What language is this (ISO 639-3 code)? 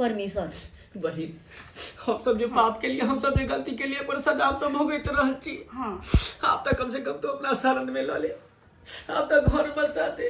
mai